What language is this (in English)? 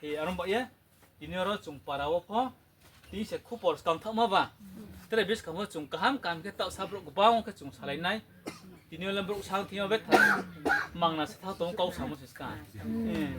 Riang (India)